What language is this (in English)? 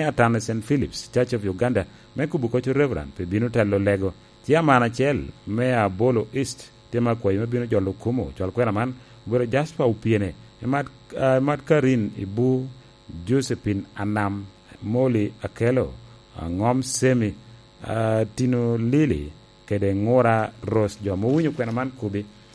Lango (Uganda)